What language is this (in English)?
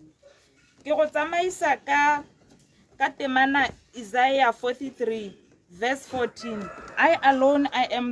Tswana